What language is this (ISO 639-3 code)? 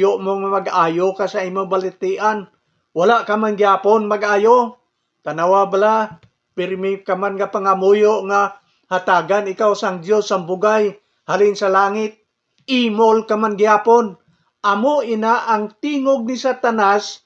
hil